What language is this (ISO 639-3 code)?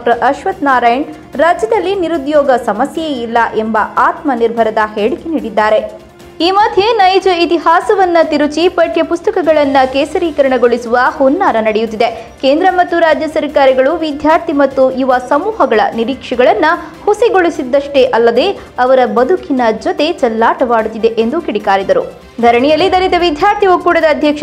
kan